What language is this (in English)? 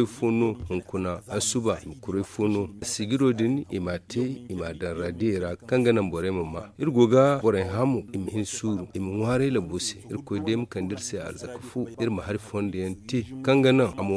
Zarma